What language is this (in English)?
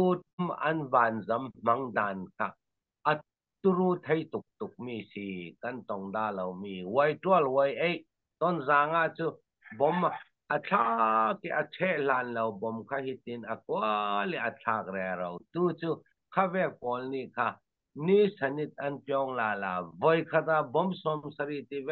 Falam Chin